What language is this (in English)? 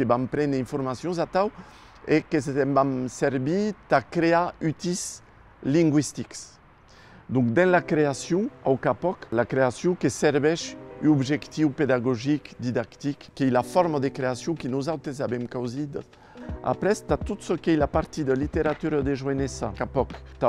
Occitan